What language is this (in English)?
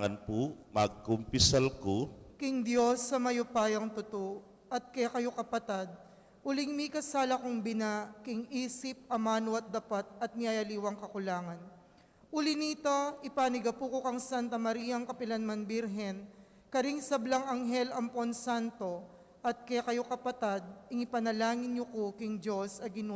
Pampanga